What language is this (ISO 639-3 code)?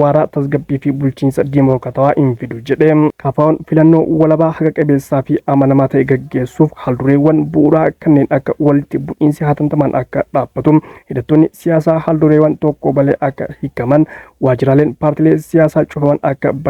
orm